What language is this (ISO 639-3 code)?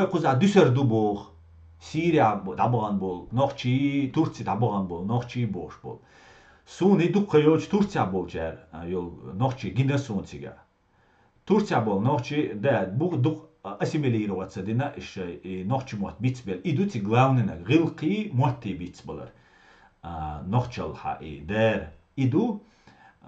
che